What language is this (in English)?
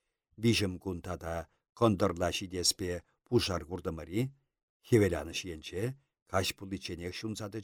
Chuvash